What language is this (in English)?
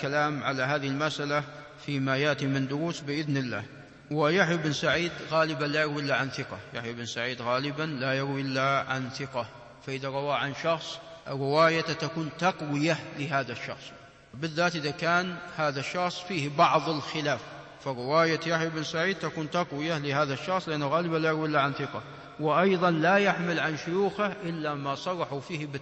Arabic